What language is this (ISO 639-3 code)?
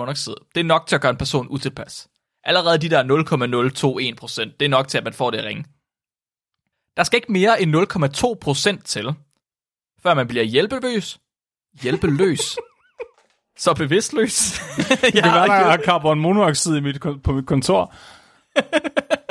dan